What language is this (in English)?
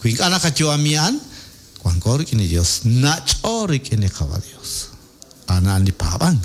Kekchí